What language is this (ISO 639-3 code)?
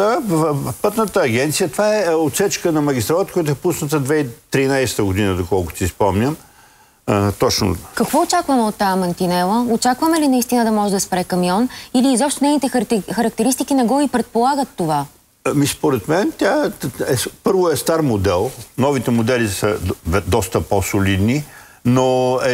bul